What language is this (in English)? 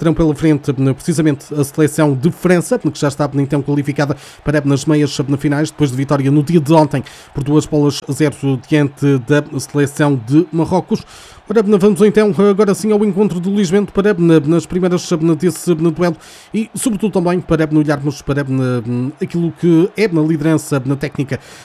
Portuguese